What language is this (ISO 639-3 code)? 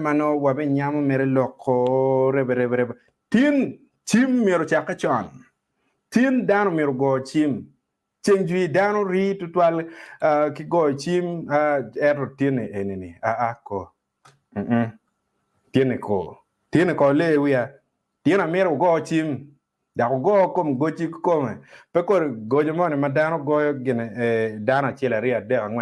ach